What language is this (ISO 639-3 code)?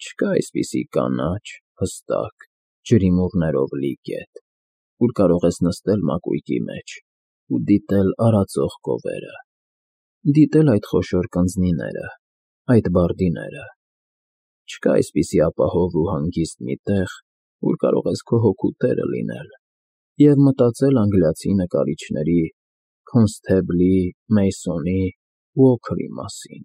hye